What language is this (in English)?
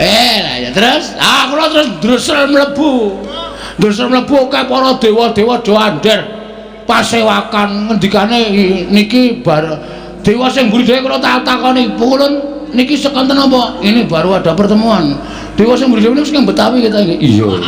Javanese